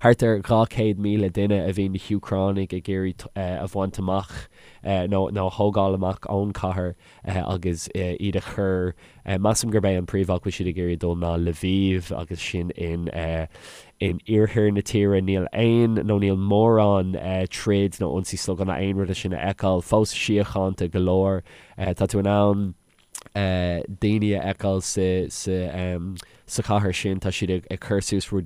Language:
Irish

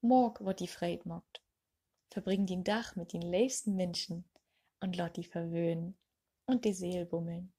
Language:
Low German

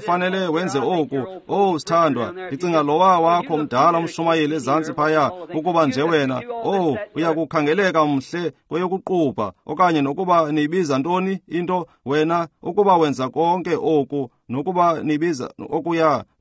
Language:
Xhosa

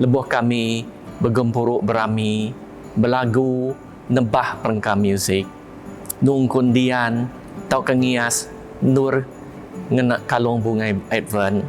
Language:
Iban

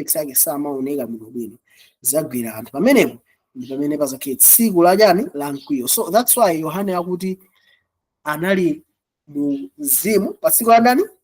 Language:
Nyanja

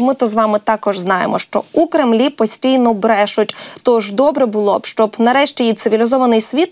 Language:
Ukrainian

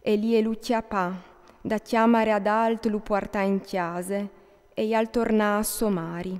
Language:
Friulian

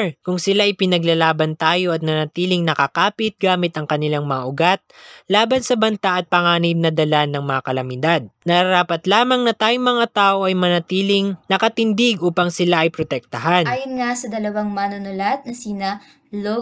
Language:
Filipino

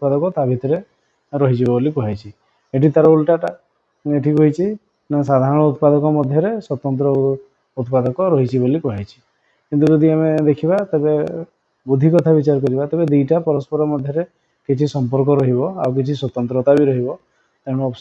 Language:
Odia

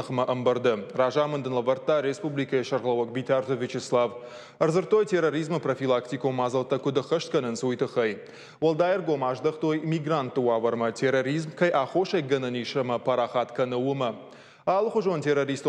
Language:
Ossetic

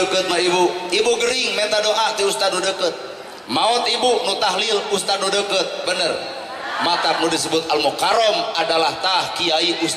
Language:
Sundanese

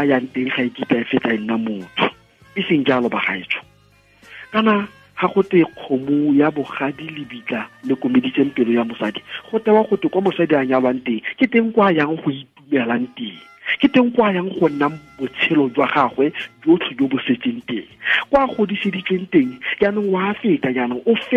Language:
Tswana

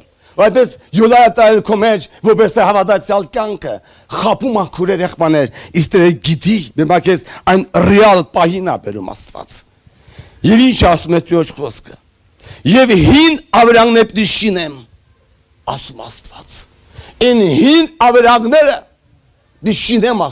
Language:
Armenian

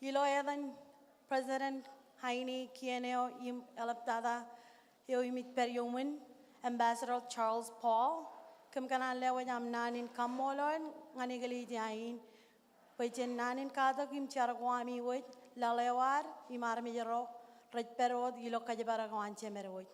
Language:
Marshallese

